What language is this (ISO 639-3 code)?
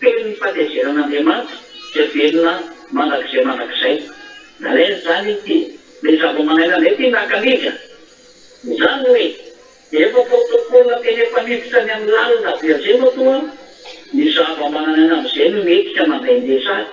mlg